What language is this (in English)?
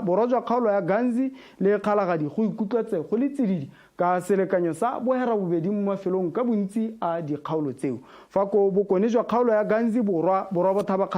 Tswana